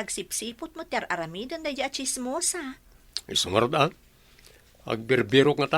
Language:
Iloko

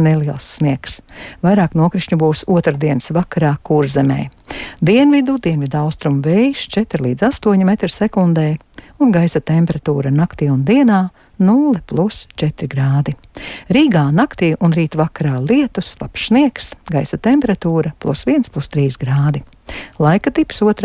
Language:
Latvian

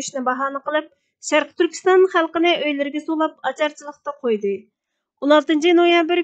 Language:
Uyghur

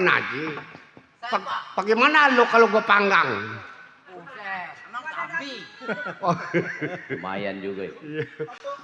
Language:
Betawi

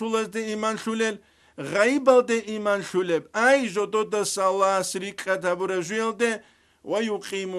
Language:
Avaric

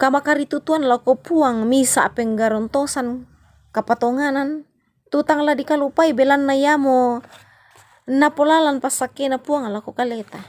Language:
Toraja-Sa'dan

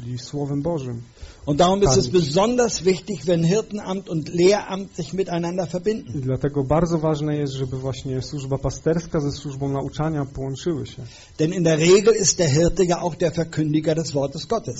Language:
Polish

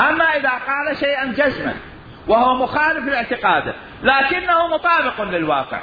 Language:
Mesopotamian Arabic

